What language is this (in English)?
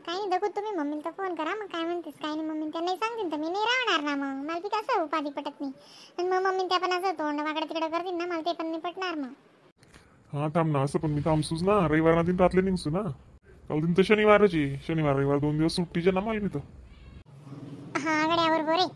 Khandesi